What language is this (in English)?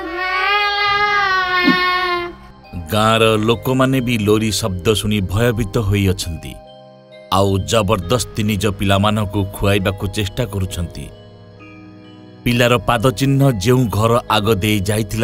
Odia